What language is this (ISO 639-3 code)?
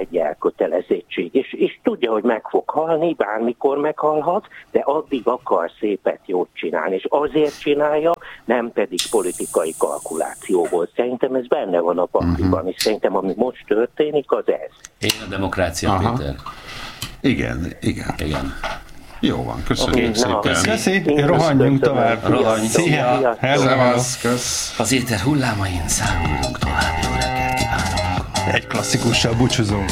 hun